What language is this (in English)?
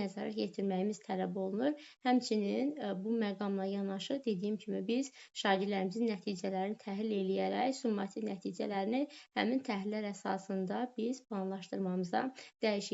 Azerbaijani